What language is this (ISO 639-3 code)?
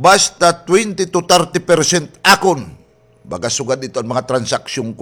war